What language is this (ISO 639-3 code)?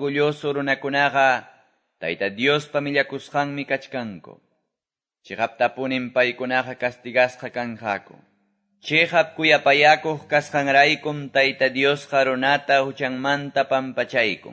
que